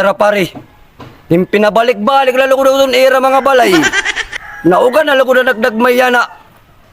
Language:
Waray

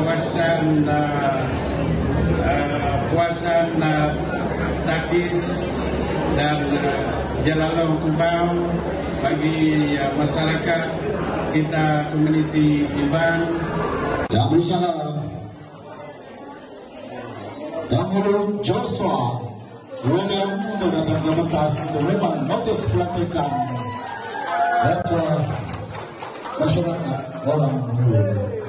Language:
Malay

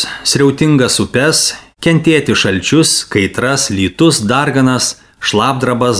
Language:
Lithuanian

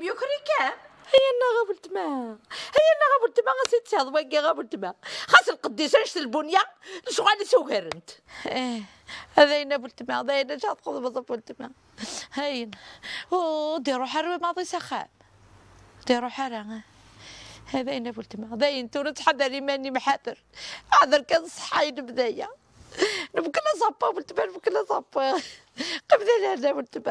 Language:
Kabyle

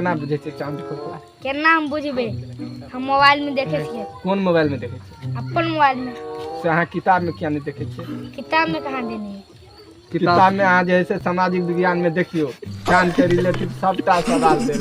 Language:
Maithili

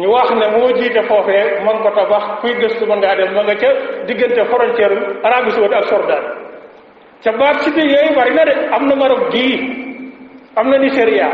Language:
Wolof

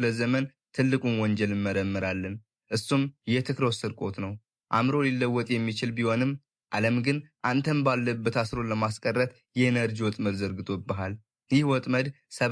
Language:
Amharic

